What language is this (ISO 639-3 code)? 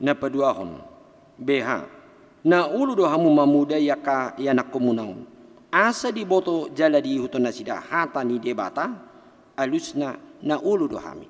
bbc